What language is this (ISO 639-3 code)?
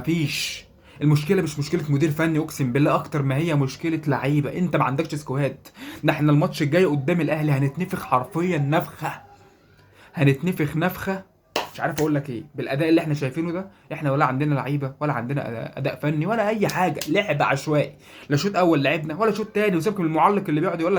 arz